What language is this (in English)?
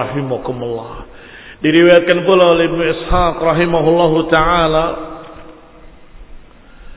Indonesian